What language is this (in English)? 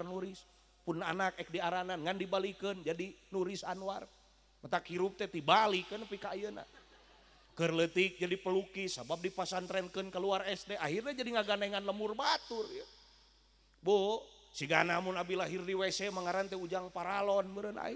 Sundanese